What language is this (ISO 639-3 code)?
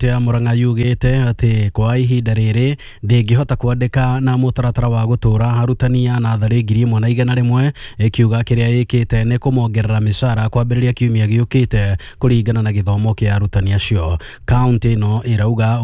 kik